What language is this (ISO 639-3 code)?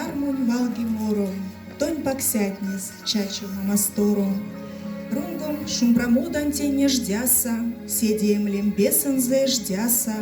myv